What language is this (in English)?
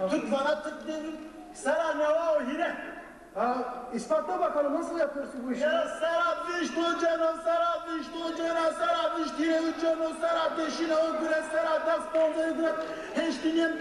Zaza